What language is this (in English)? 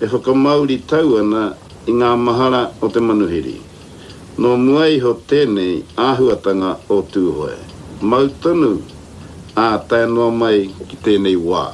Māori